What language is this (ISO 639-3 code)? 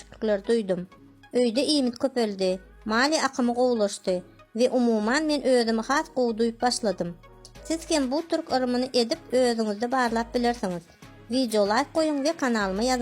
tuk